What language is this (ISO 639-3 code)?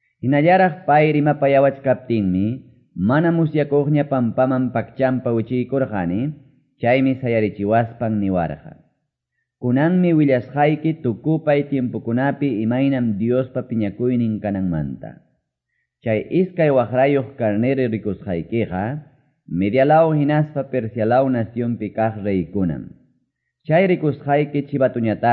que